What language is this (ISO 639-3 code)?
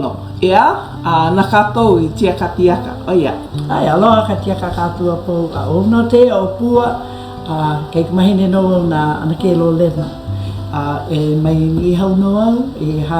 haw